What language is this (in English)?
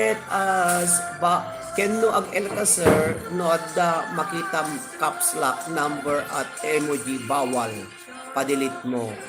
Iloko